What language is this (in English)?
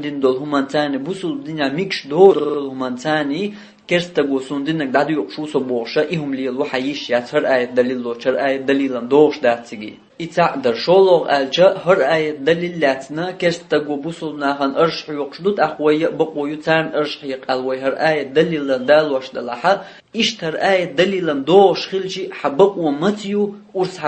Chechen